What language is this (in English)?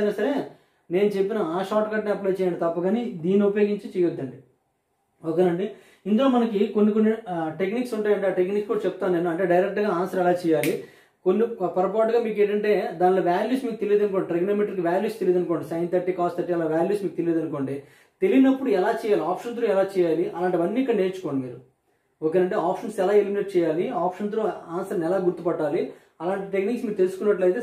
Telugu